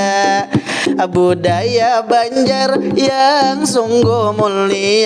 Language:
Banjar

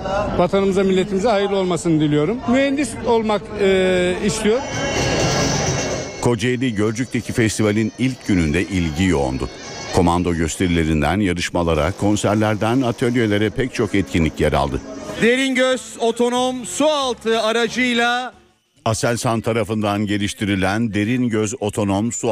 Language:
Turkish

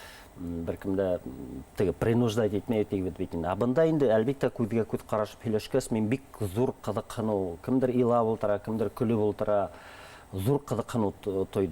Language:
Bashkir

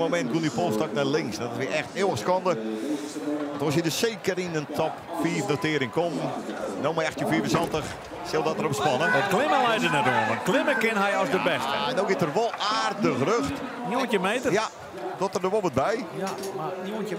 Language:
Western Frisian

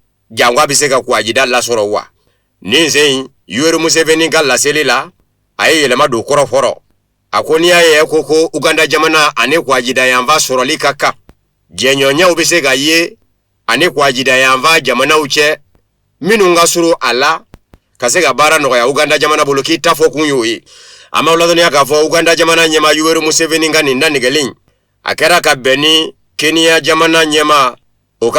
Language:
Bambara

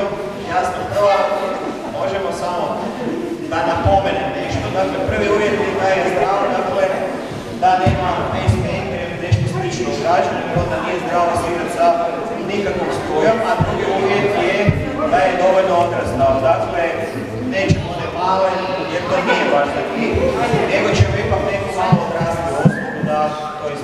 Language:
Croatian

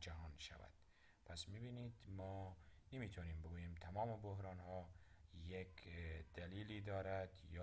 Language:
Persian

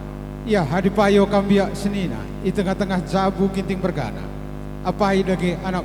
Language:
Batak Karo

